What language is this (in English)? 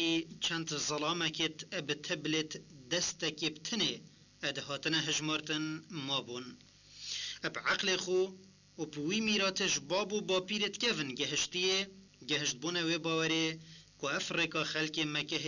Kurdish